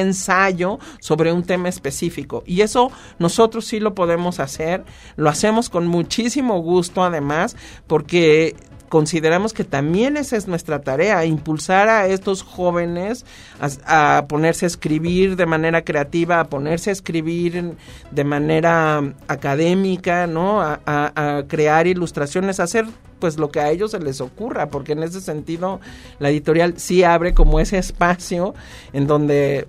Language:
Spanish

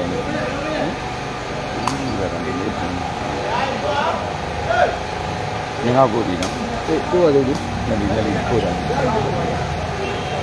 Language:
Burmese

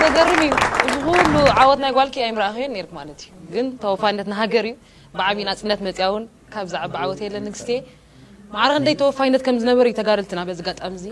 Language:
Tigrinya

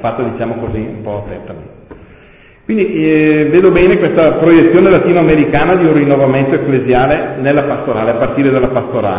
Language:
Italian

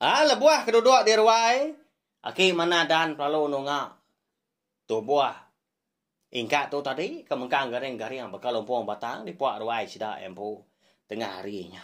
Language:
Iban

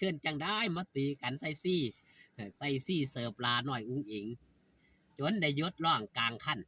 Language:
Northeastern Thai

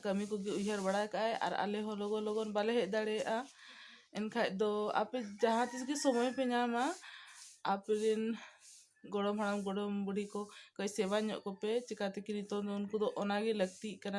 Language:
Santali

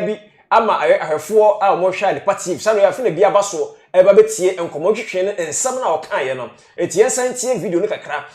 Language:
Akan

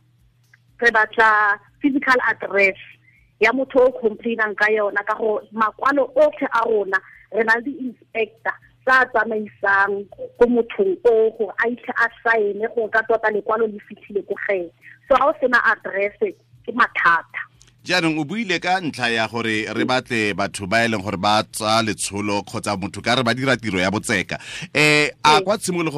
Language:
Tswana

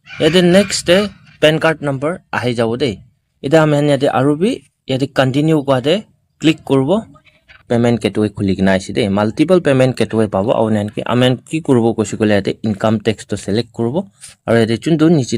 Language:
Naga Pidgin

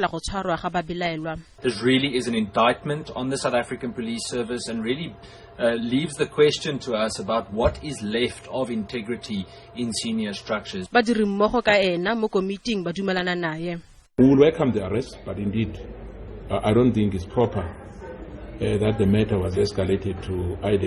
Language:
Tswana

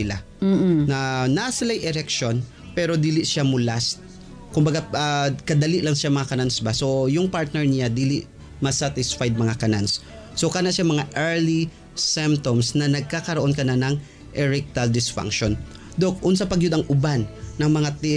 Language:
Cebuano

